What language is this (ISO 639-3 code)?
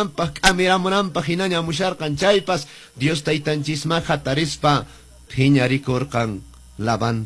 que